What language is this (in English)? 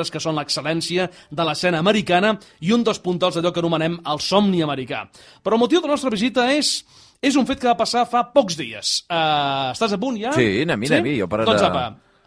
Catalan